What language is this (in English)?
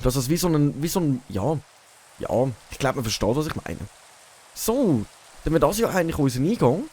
Swiss German